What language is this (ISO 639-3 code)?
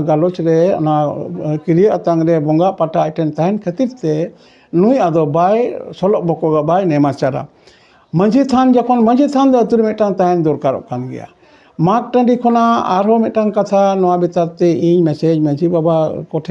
sat